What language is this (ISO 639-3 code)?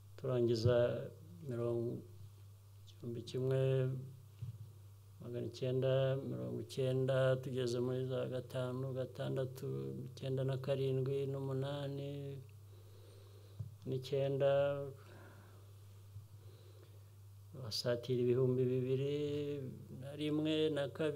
kin